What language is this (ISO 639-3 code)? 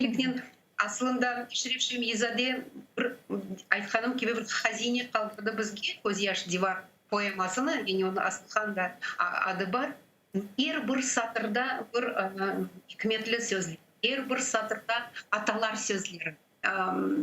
crh